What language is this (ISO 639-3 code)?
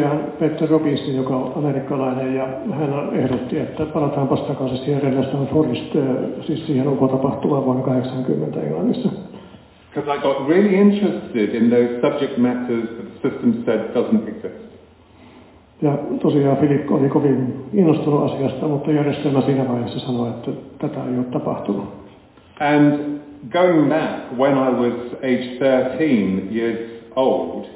fin